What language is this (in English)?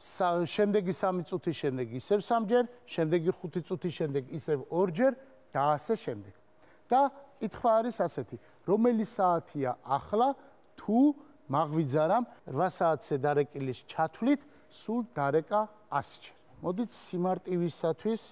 Georgian